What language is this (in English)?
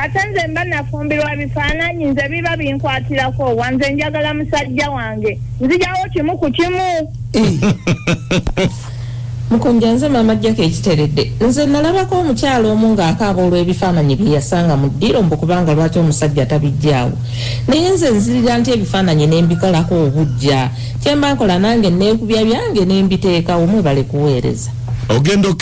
Ganda